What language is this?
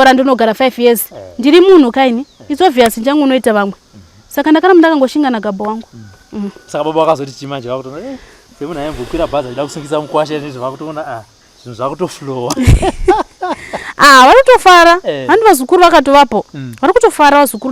Shona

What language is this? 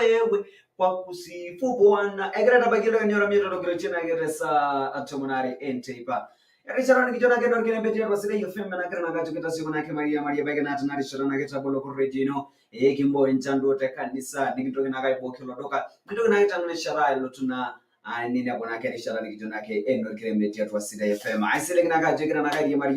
Masai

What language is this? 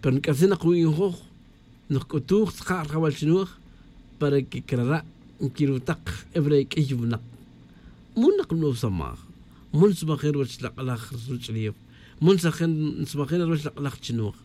Tz'utujil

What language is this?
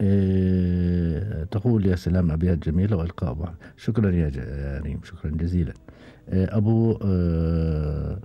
Gulf Arabic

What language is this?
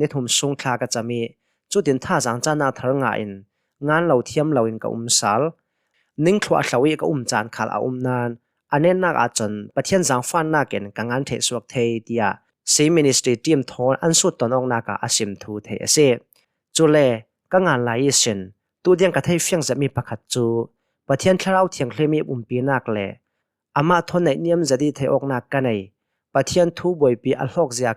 Hakha Chin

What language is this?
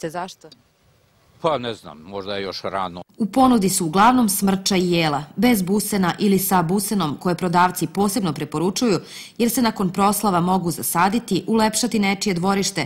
Serbian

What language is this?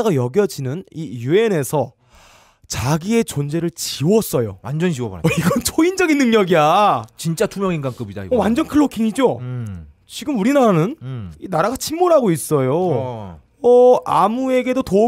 Korean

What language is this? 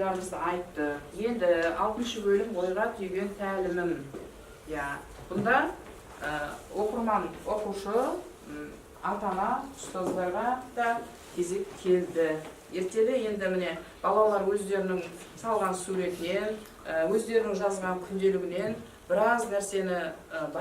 Kazakh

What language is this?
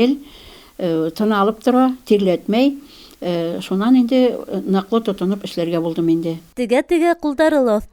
Bashkir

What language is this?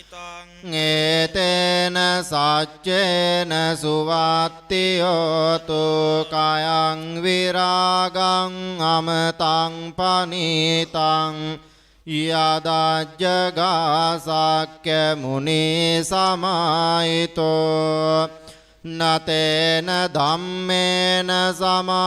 Pali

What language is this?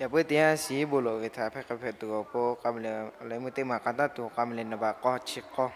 Lahu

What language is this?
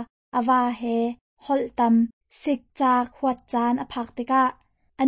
Hakha Chin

